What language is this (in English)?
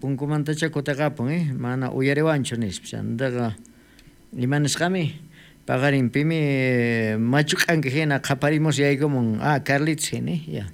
South Bolivian Quechua